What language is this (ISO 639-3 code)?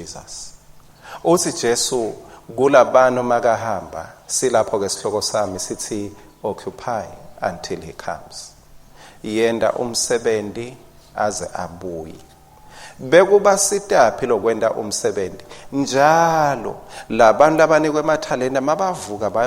ssw